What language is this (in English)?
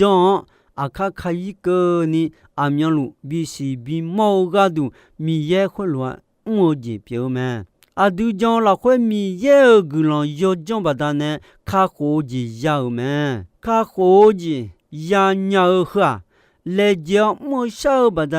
Akha